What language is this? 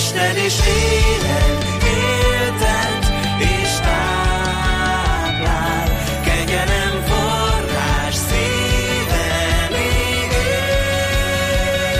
Hungarian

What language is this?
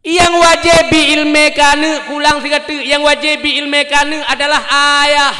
Achinese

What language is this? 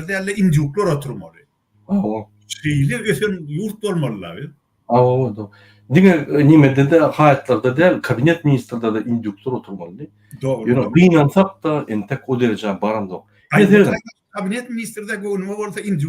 Turkmen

